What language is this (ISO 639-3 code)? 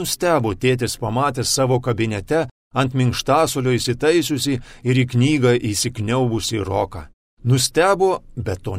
lit